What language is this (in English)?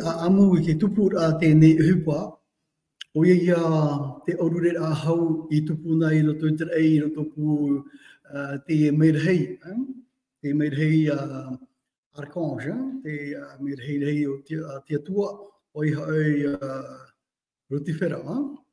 Tahitian